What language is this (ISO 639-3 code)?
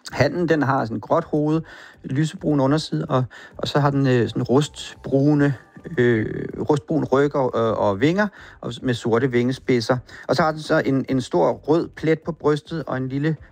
dan